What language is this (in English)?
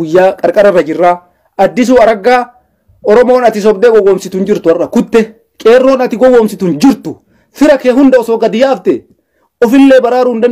Oromo